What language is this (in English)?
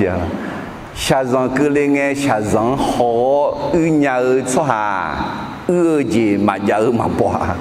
Akha